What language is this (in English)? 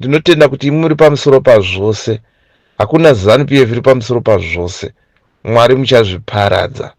Shona